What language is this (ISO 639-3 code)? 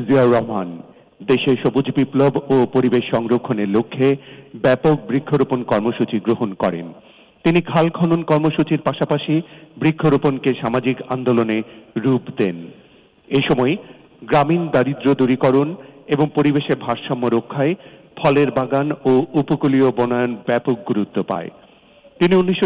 ben